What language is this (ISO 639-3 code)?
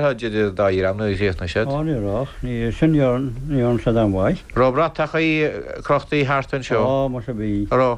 gle